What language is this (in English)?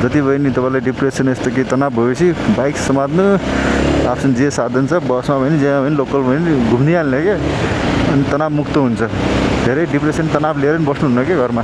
Nepali